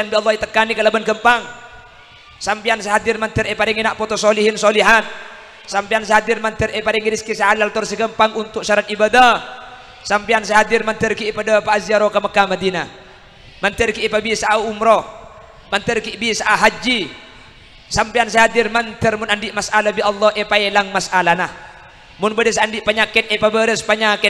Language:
Madurese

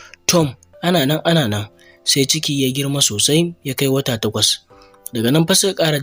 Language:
Hausa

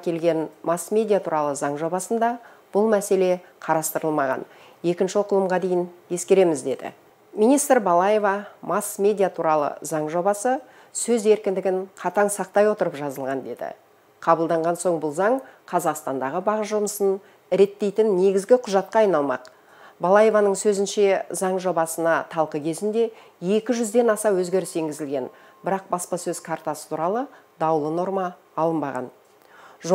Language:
Kazakh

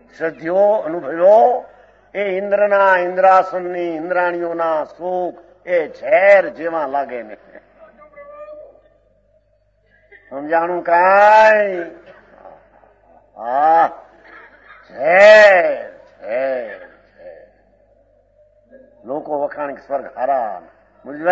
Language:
Gujarati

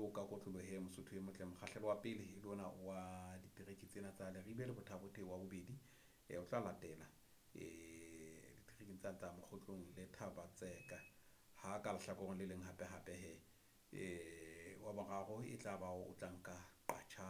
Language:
Southern Sotho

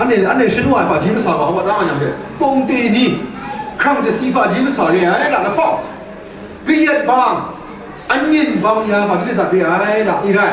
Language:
Kachin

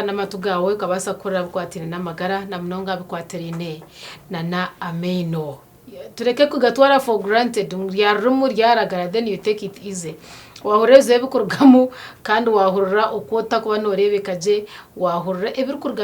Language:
Nyankole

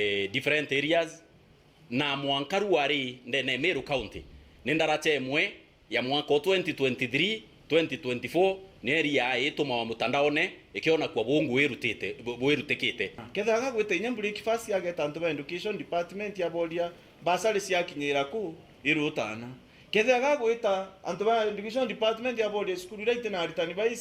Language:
Meru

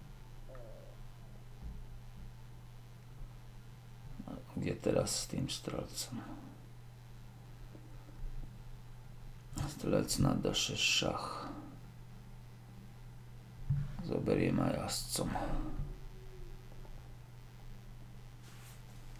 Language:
Slovak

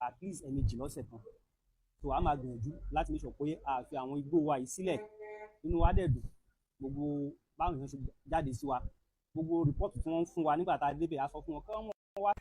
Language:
Yoruba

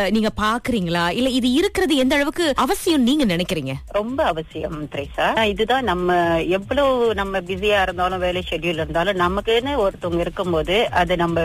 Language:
Tamil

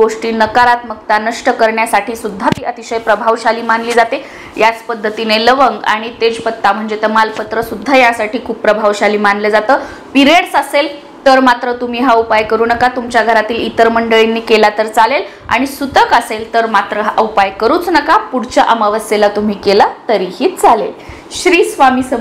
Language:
Marathi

